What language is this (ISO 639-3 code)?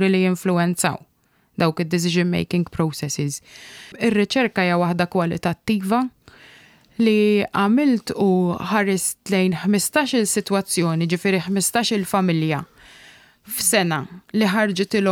mlt